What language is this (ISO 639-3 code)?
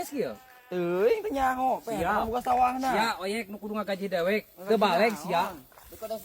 sun